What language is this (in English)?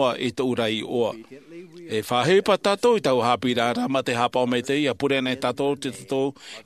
Tahitian